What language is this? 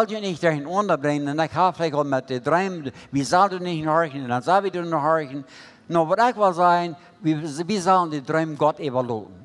Plautdietsch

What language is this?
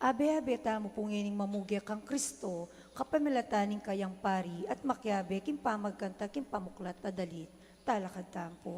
Pampanga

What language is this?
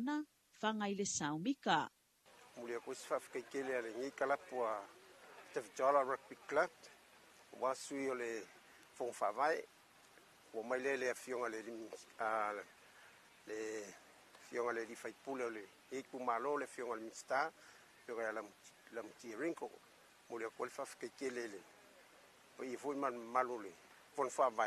Samoan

